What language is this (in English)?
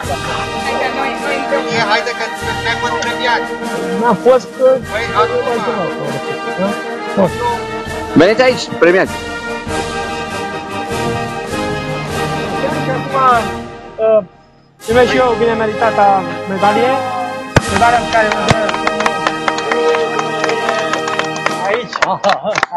Romanian